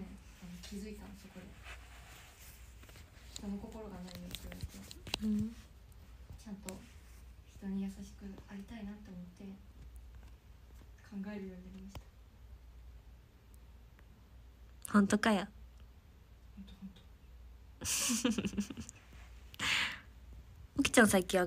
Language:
Japanese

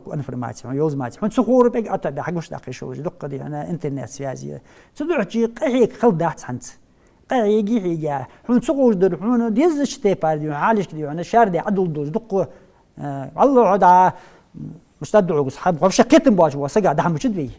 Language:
Ingush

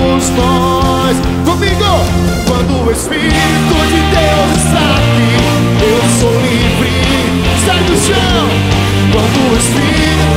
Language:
Portuguese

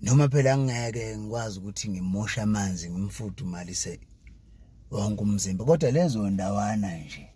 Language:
Zulu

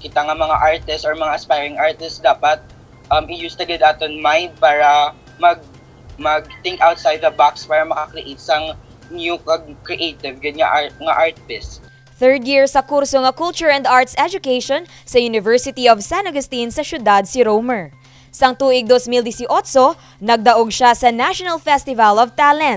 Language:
Hiligaynon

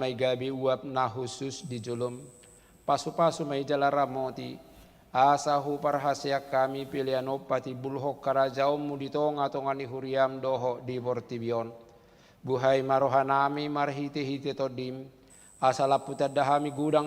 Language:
Batak Toba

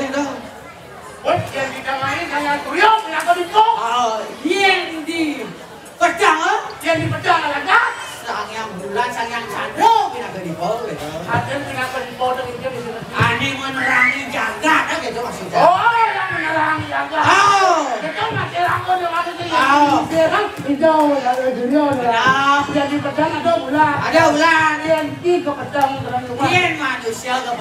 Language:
Balinese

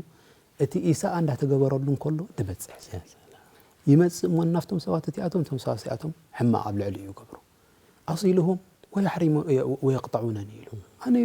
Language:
Tigrinya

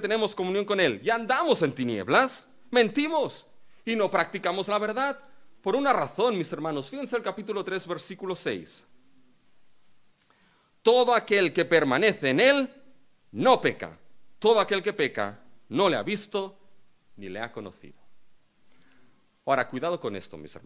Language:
Spanish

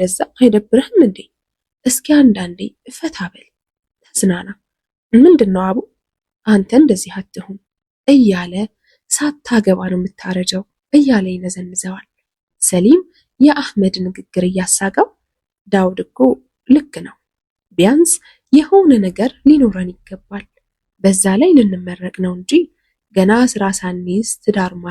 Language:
Amharic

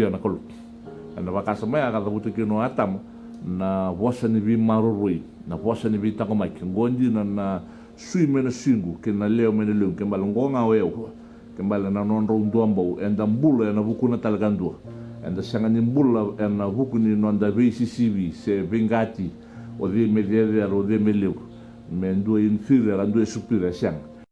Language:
Fijian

